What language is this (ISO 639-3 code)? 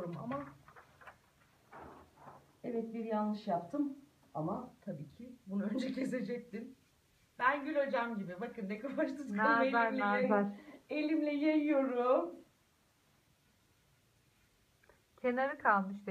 tur